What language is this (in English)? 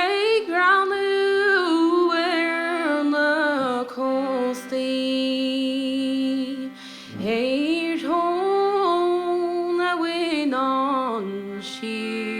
Irish